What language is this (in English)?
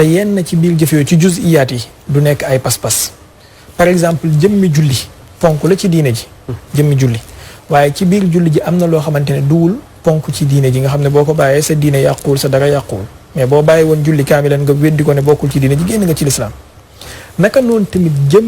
Wolof